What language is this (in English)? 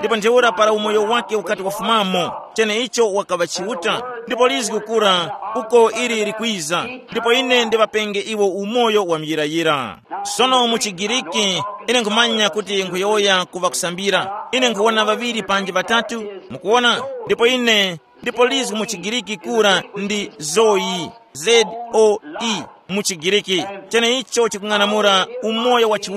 Tumbuka